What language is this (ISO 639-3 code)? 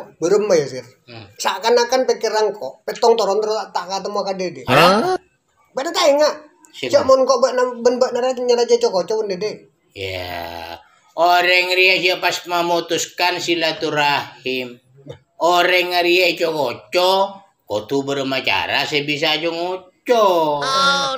mad